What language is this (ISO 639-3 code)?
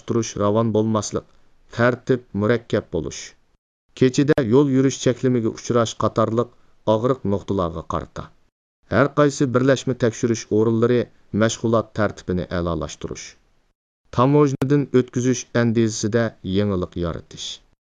uig